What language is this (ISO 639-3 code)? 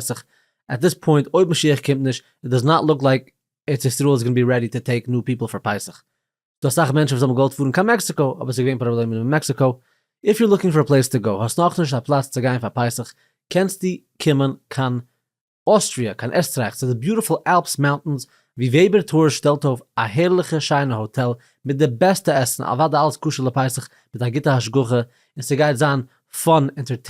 yid